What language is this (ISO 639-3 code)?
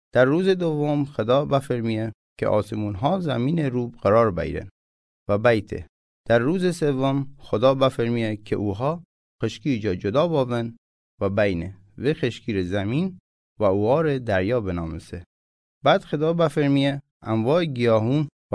mzn